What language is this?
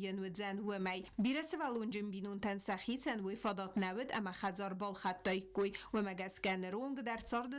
Ossetic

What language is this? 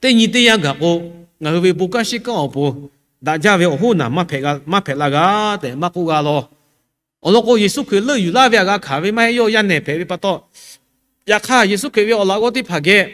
Lahu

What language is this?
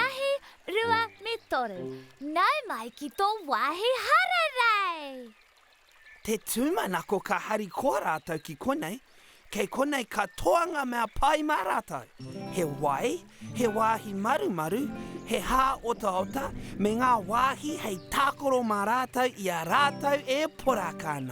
Māori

